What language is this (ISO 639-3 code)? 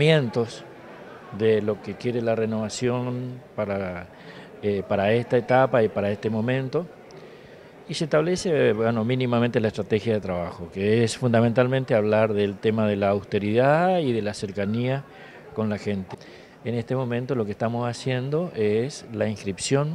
spa